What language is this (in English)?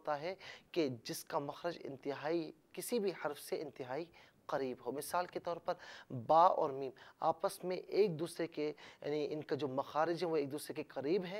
Urdu